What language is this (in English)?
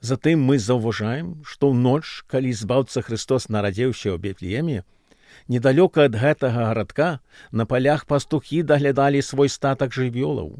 Belarusian